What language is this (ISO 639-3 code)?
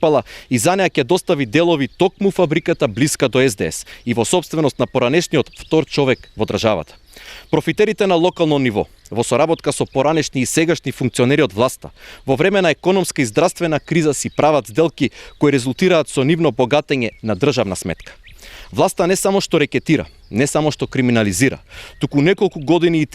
mkd